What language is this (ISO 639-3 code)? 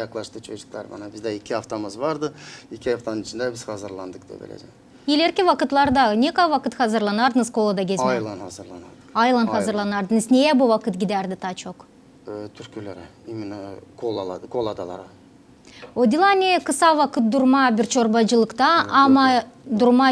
gag